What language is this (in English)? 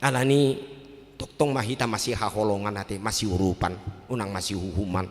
Batak Toba